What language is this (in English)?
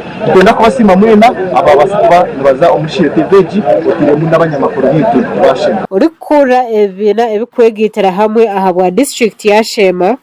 Nyankole